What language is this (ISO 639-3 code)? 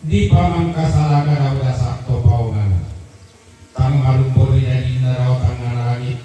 sda